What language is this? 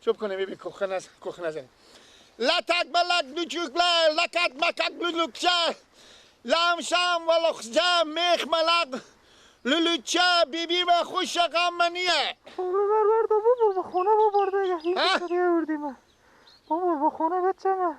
Persian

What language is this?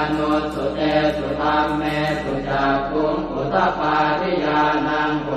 Pali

